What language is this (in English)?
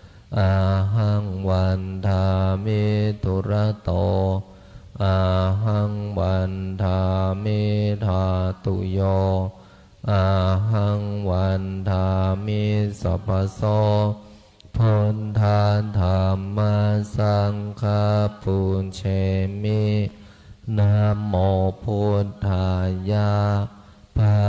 Pali